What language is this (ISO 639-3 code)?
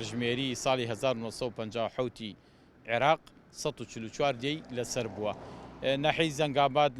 ckb